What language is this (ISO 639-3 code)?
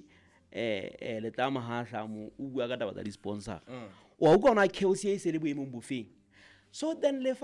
sot